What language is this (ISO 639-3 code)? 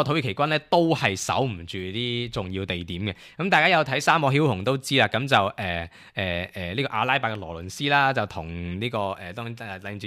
yue